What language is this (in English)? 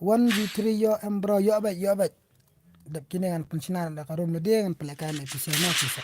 Khasi